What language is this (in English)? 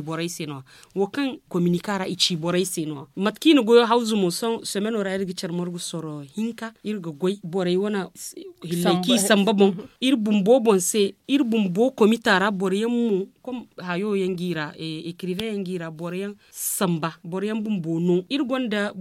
Zarma